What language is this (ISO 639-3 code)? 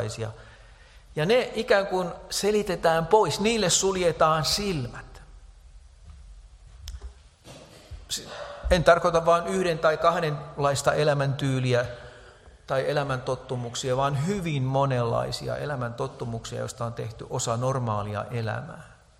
fin